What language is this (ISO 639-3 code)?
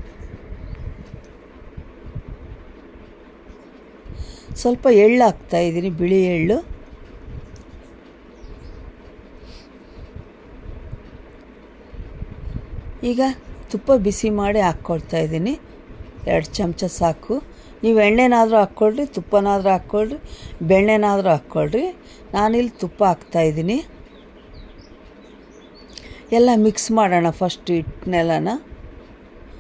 kan